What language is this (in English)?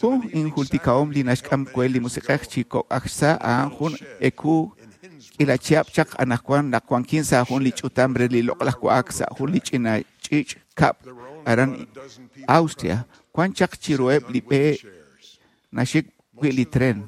Kekchí